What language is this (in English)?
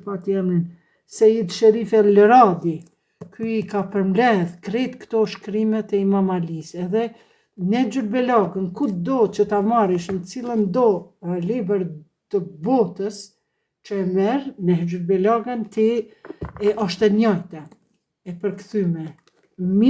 Albanian